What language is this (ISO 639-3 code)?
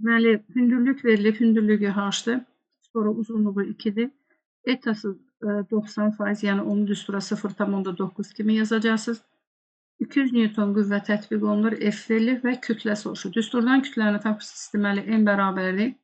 aze